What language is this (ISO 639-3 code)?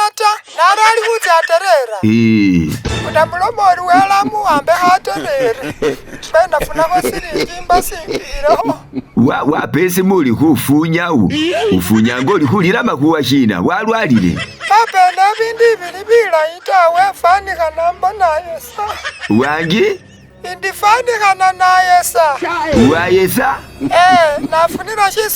myx